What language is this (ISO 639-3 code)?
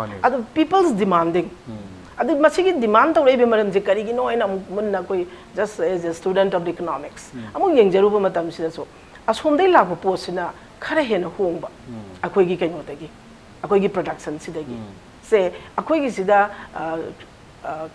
mni